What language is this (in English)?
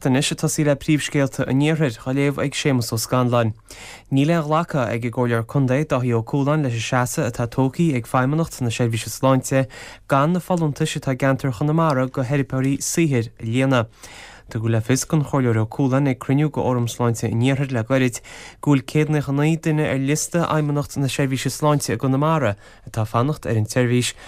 Irish